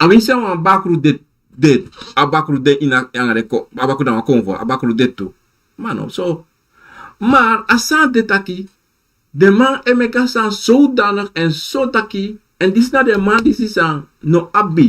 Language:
Sranan Tongo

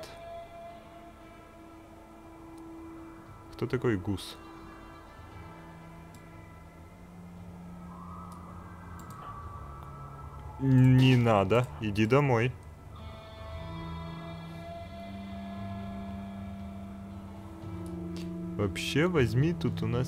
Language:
Russian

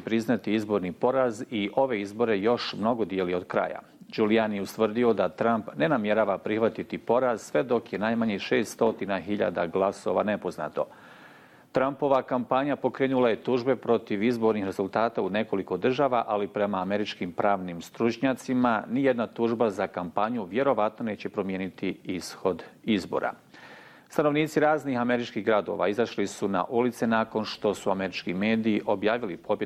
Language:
Bosnian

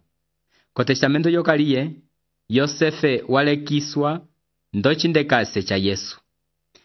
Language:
Umbundu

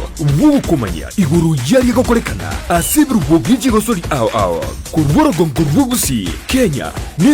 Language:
Gusii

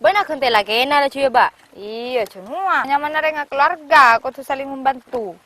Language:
Madurese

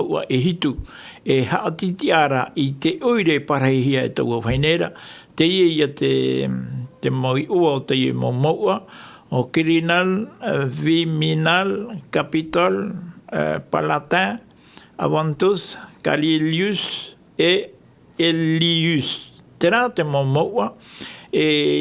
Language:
Tahitian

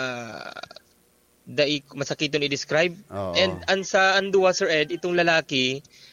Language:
Bikol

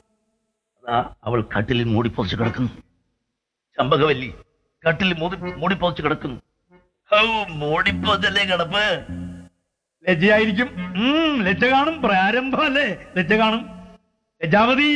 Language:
Malayalam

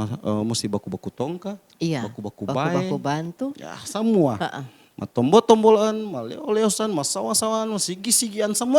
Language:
Manado Malay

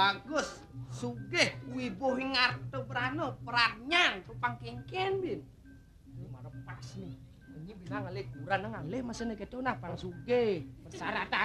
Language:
Balinese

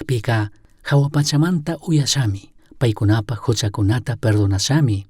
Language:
Chimborazo Highland Quichua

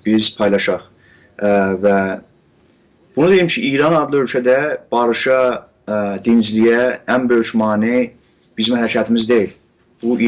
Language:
South Azerbaijani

